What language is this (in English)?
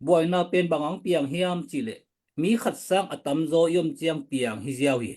Tedim Chin